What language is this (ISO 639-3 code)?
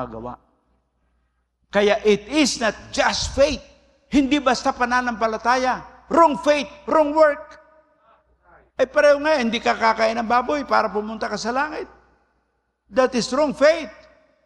fil